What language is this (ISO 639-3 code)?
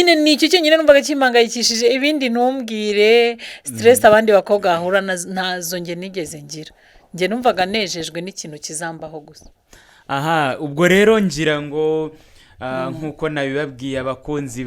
kin